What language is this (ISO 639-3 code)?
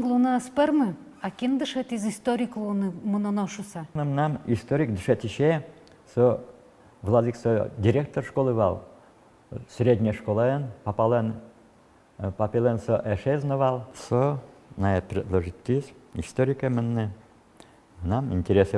udm